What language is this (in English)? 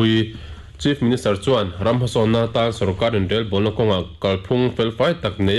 Mizo